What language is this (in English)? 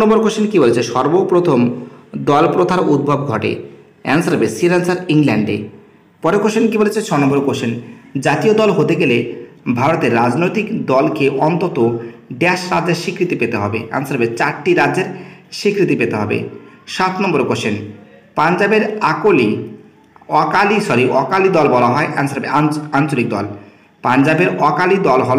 Bangla